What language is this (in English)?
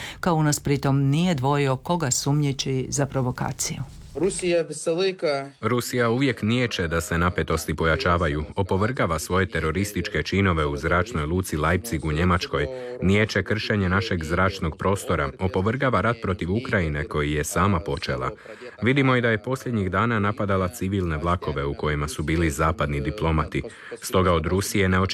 Croatian